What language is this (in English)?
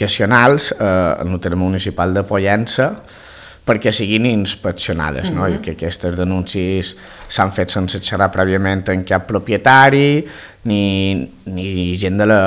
Catalan